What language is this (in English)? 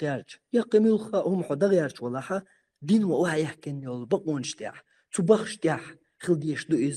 Chechen